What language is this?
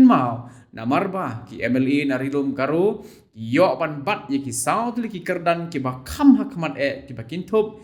Khasi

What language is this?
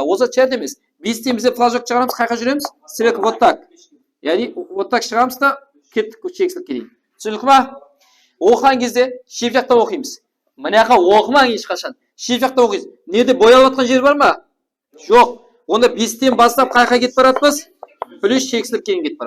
Kara-Kalpak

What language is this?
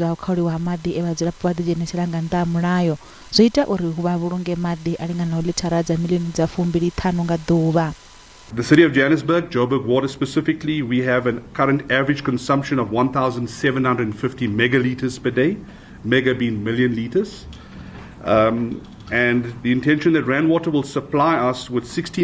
Venda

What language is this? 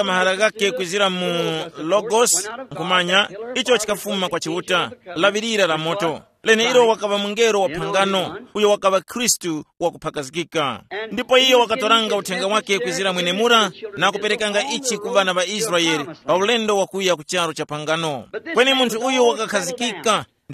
Tumbuka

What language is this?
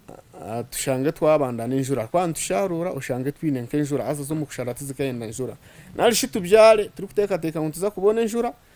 Nyankole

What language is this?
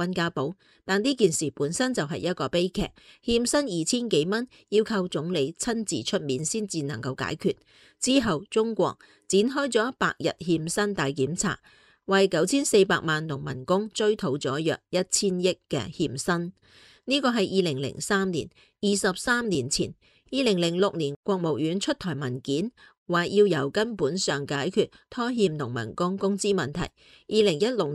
Cantonese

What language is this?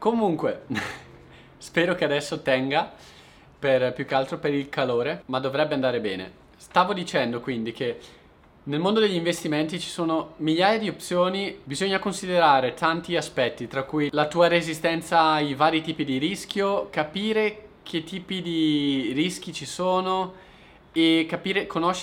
Italian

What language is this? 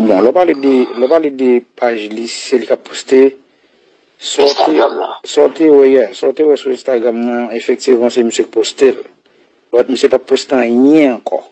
Haitian Creole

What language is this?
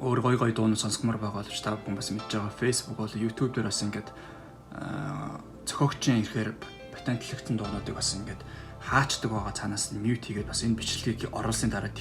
Mongolian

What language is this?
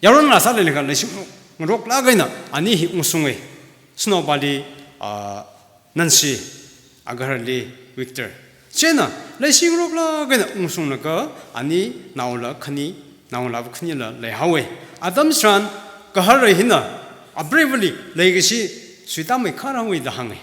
Tangkhul Naga (India)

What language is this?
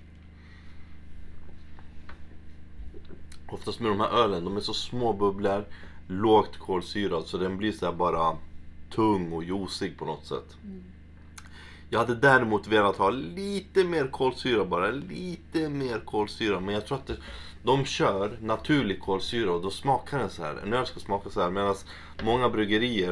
Swedish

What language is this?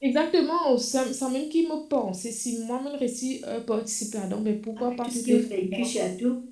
Morisyen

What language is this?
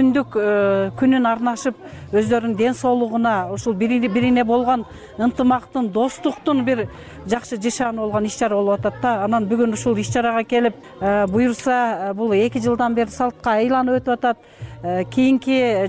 Kyrgyz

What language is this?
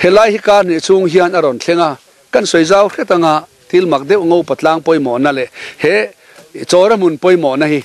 Mizo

